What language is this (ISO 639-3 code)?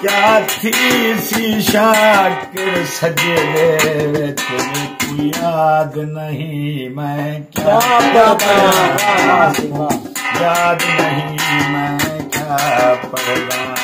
skr